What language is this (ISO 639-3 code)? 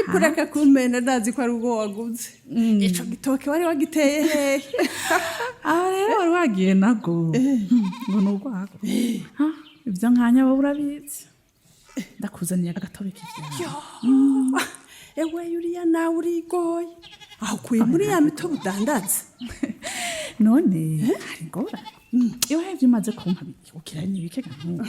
run